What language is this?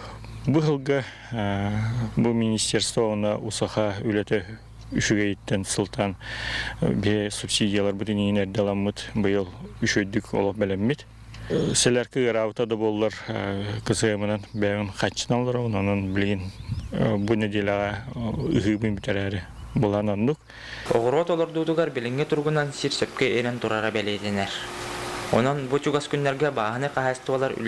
Yakut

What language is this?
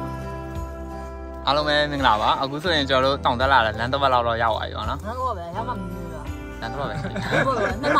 Burmese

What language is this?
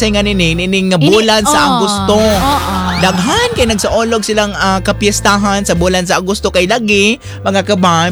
Cebuano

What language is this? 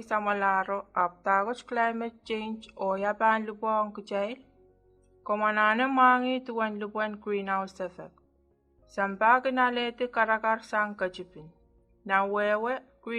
Pohnpeian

